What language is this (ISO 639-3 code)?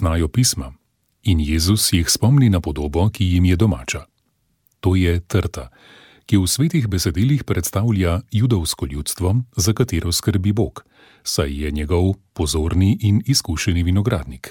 slv